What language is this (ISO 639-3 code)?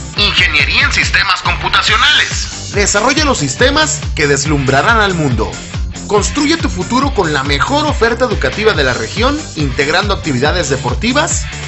spa